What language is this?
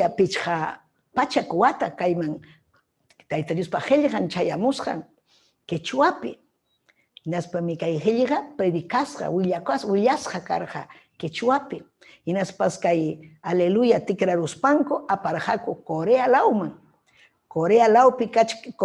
Ayacucho Quechua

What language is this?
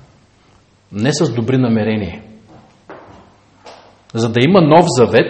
Bulgarian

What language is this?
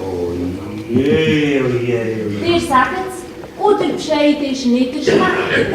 Swiss German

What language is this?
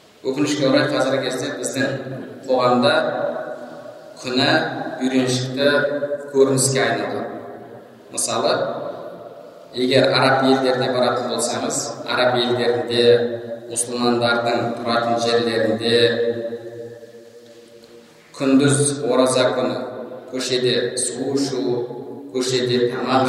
Kazakh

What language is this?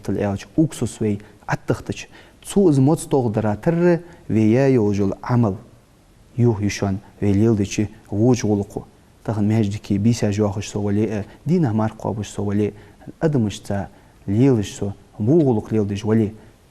Ingush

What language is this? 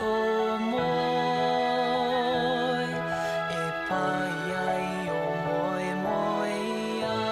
Māori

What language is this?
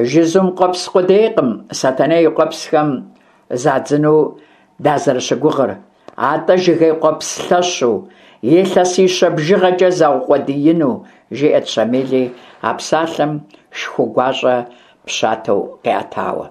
Kabardian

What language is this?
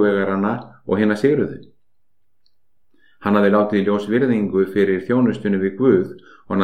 Icelandic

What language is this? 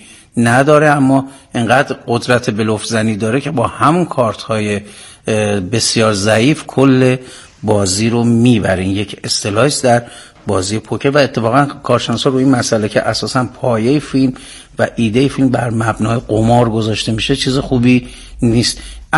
Persian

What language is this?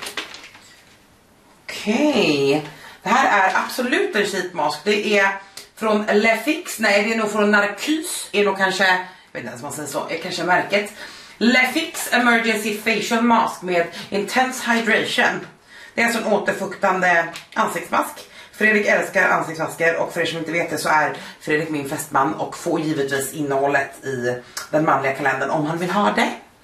Swedish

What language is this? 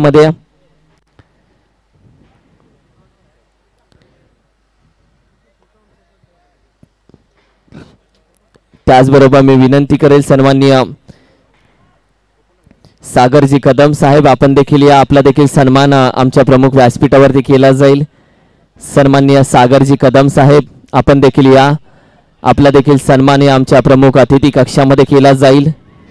Marathi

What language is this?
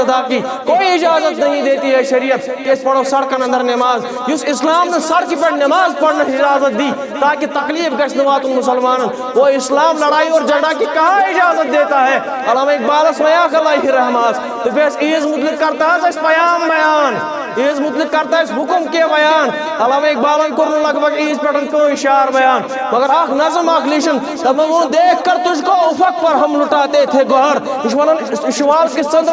Kashmiri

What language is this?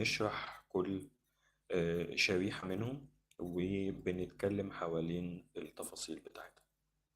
Egyptian Arabic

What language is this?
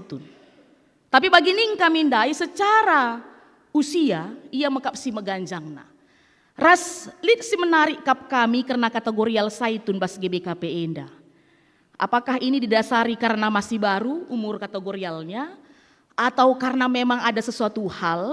Batak Karo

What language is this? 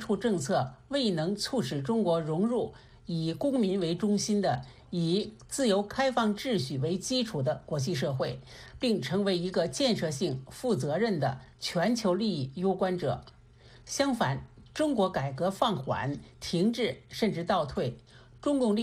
Chinese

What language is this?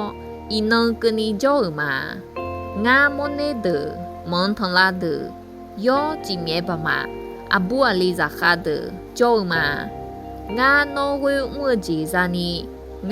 Akha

